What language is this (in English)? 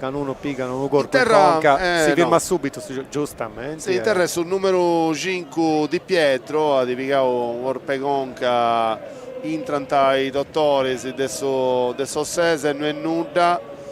Sardinian